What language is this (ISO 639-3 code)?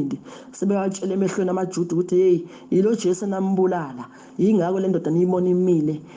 zul